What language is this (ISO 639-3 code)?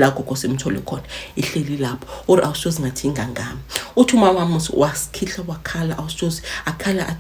zul